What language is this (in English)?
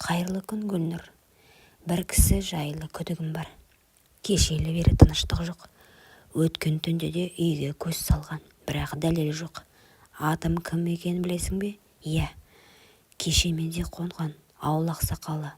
Kazakh